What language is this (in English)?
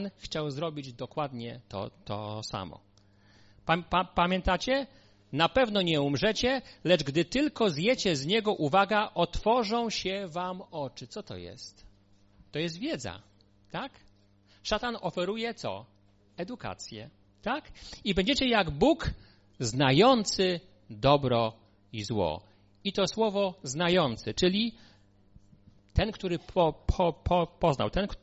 Polish